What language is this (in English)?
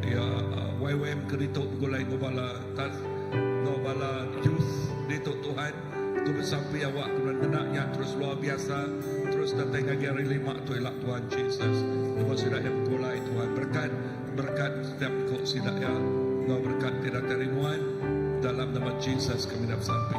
Iban